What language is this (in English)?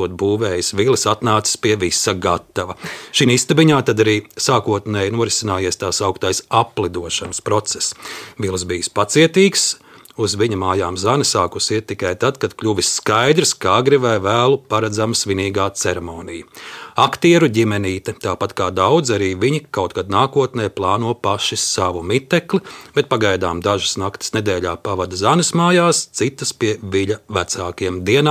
Latvian